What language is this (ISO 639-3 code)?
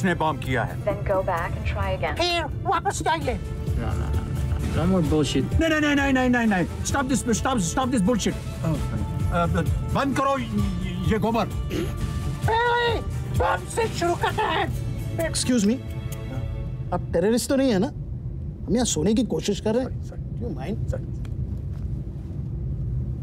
hin